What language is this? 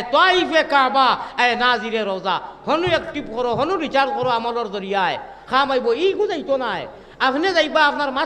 Sylheti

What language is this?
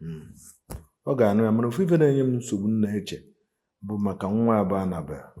Igbo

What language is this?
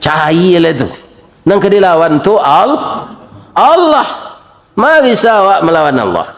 Minangkabau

